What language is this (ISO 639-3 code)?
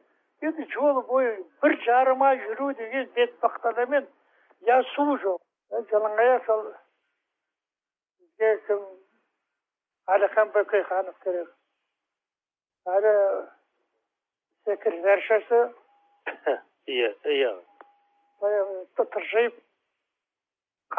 kaz